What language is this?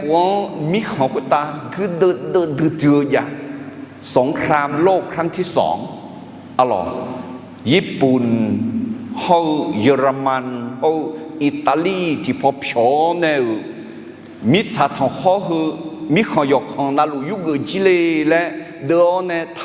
Akha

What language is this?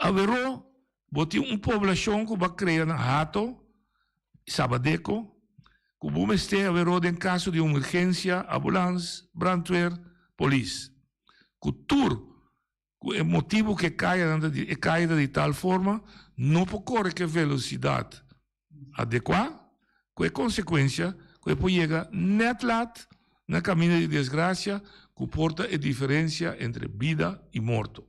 Papiamento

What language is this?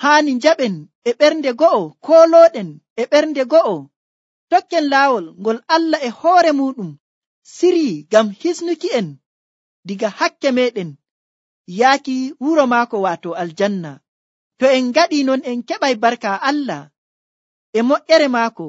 Nigerian Fulfulde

